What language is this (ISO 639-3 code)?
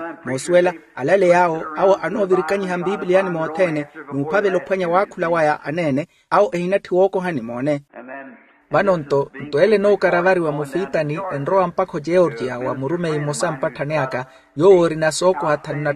vmw